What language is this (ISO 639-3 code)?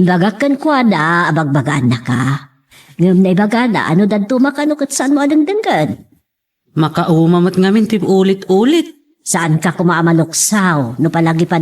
ilo